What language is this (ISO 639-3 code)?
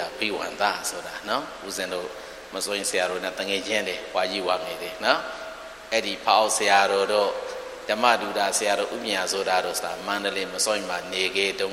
mya